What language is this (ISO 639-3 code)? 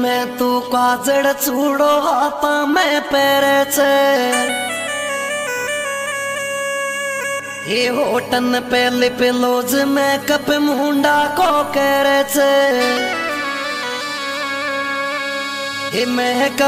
raj